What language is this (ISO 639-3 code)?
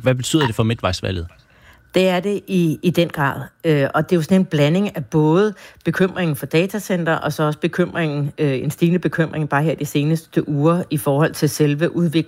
dan